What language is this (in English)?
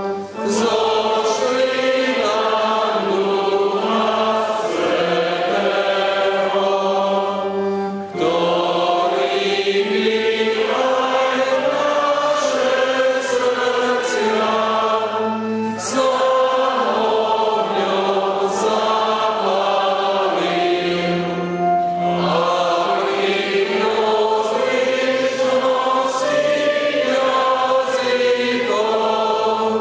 Slovak